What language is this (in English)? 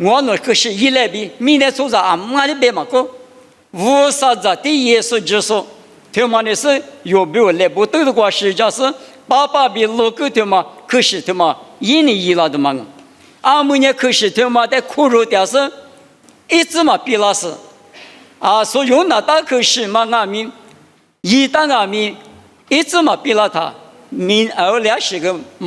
Lisu